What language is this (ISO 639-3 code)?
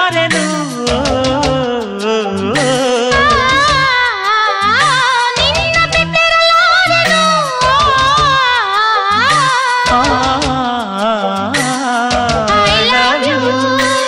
kan